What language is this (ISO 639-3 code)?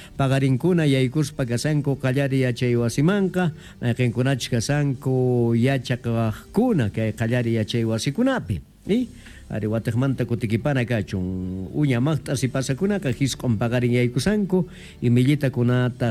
quh